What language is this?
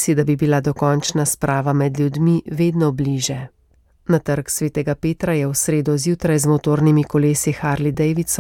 Slovenian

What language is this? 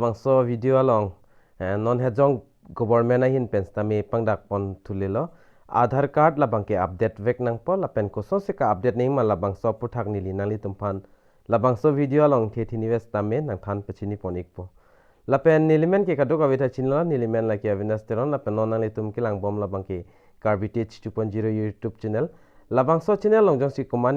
Karbi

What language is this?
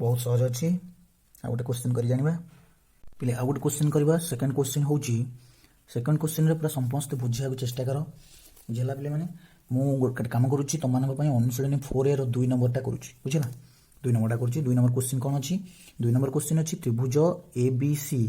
Odia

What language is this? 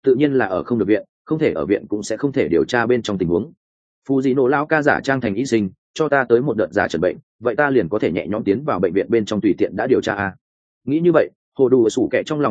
Vietnamese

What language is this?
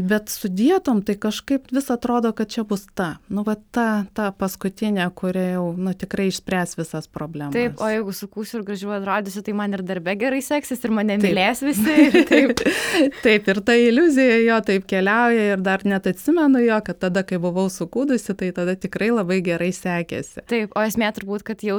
Lithuanian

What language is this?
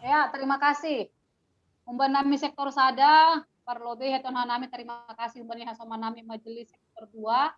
Batak Simalungun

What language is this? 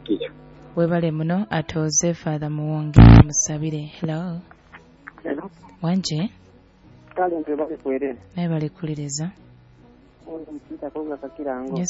Nyoro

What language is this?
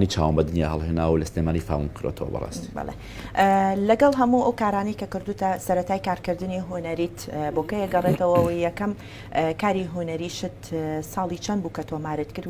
Central Kurdish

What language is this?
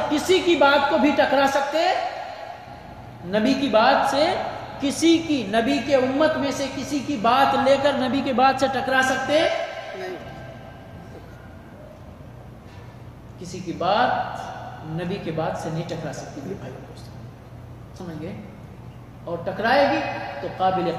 Urdu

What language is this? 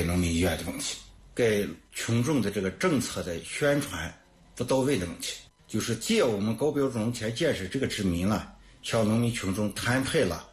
Chinese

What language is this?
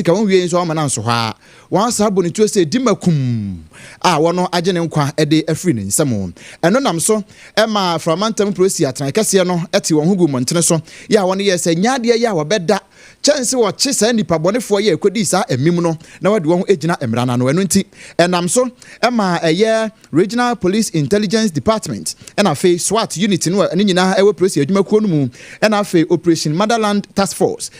Akan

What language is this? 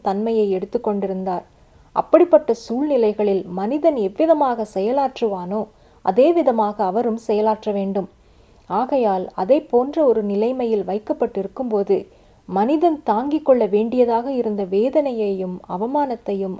Tamil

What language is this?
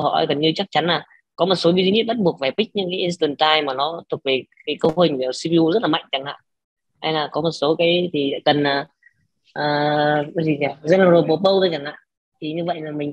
Vietnamese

